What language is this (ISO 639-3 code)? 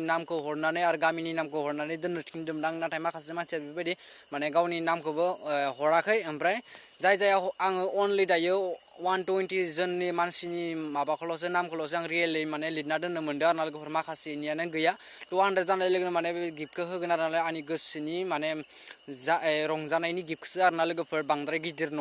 brx